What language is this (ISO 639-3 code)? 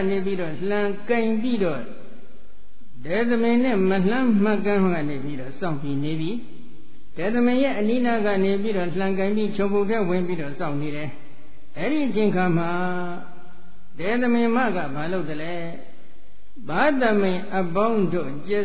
mya